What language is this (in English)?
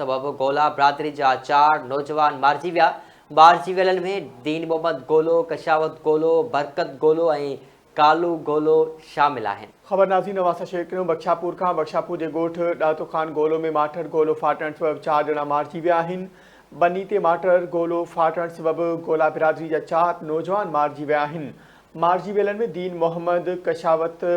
Sindhi